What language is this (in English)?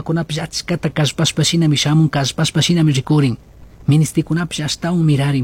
Chimborazo Highland Quichua